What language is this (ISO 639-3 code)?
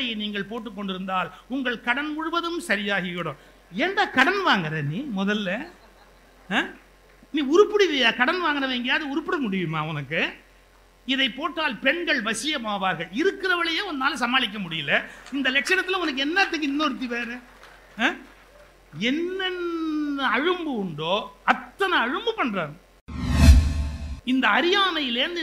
tam